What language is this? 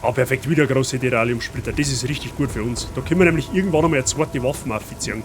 Bavarian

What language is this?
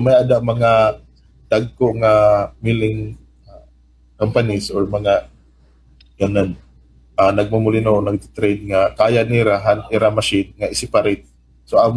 Waray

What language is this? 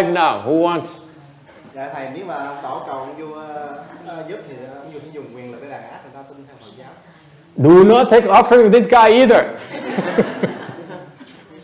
Vietnamese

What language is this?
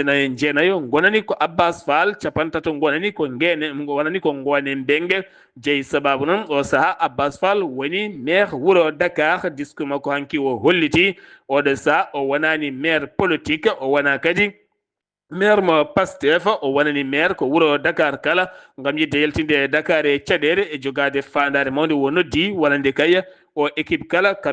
Fula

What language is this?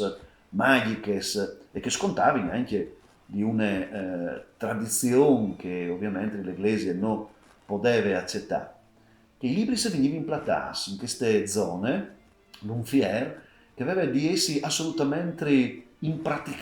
Friulian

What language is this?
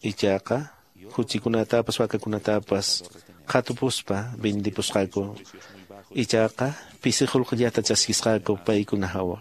Quechua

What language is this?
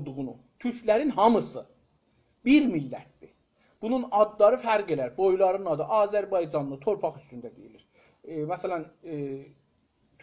South Azerbaijani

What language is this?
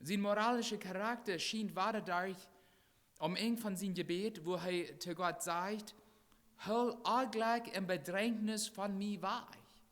Plautdietsch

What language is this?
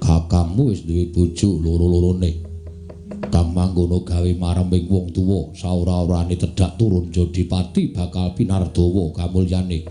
Javanese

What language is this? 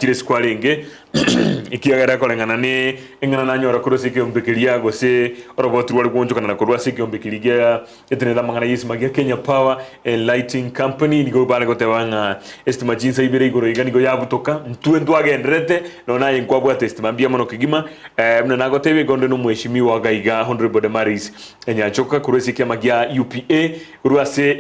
Gusii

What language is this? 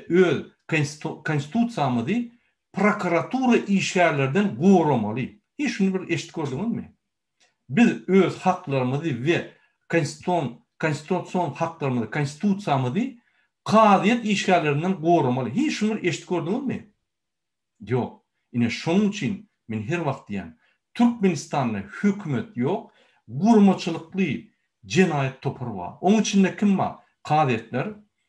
Turkmen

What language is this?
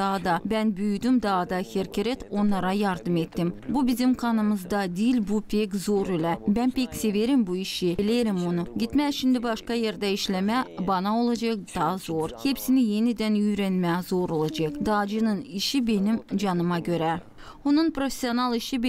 Gagauz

